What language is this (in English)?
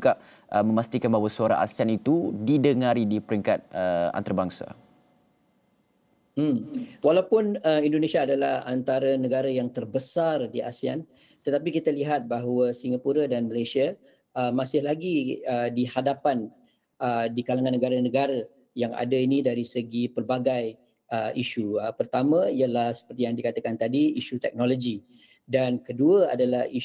Malay